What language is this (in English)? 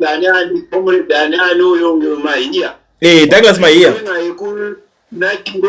Shona